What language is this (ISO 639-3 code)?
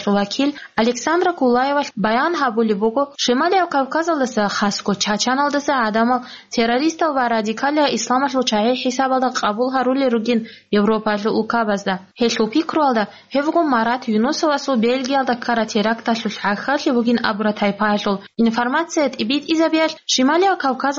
ava